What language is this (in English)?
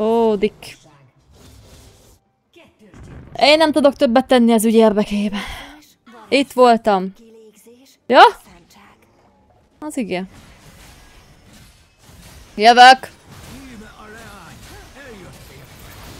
Hungarian